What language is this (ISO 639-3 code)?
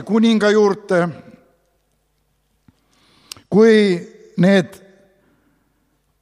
est